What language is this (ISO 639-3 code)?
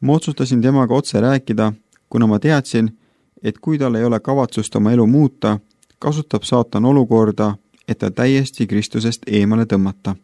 est